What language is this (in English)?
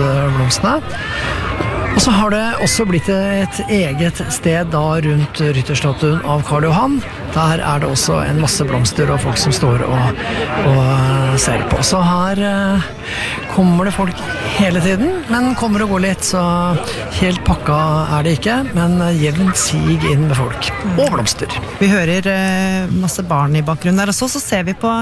Norwegian